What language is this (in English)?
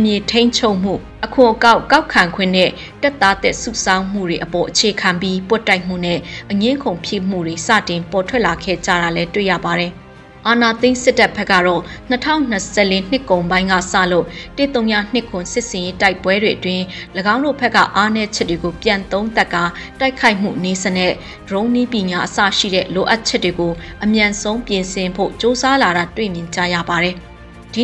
Burmese